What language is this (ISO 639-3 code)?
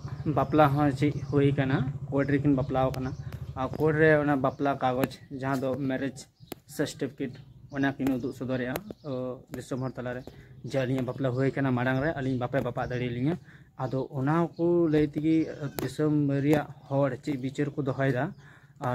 sat